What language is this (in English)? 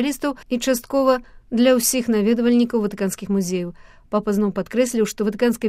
Belarusian